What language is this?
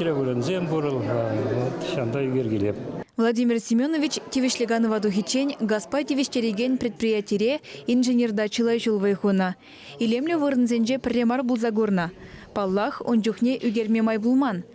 Chuvash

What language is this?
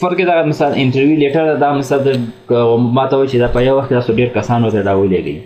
Pashto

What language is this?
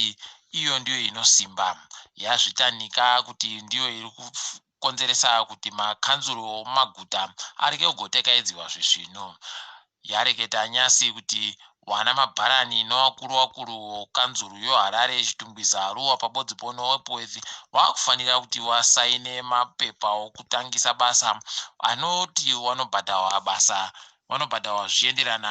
Ndau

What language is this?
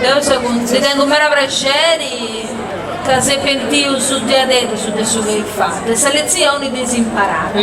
Sardinian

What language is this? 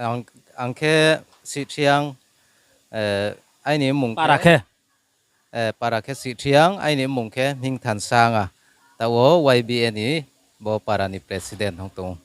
Riang (India)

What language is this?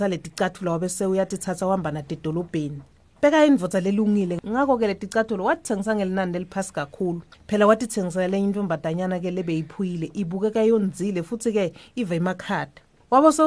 Swati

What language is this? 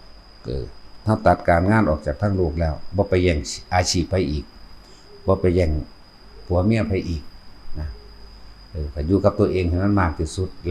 Northeastern Thai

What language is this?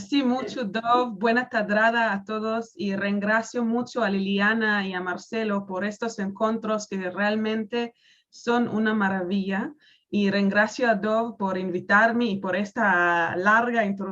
Ladino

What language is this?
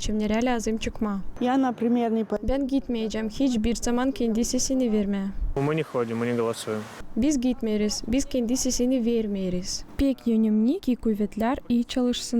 Gagauz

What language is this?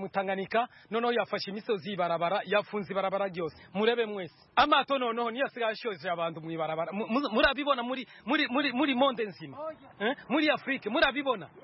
Kinyarwanda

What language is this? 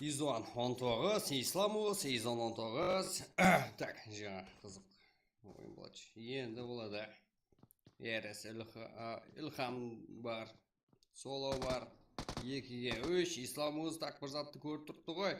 Kara-Kalpak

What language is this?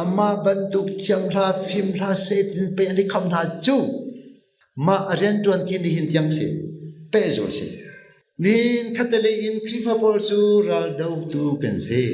Hakha Chin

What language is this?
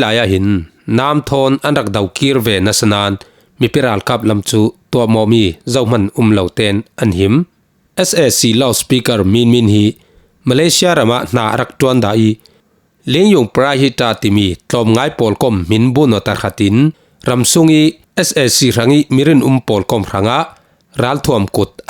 Falam Chin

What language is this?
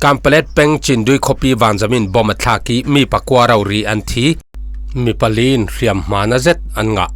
Falam Chin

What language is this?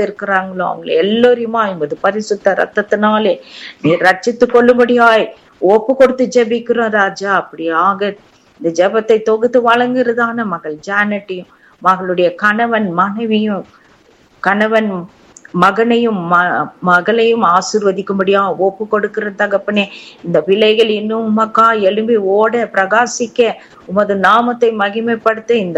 Tamil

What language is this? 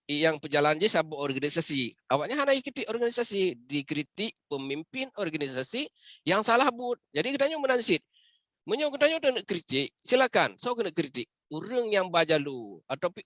Achinese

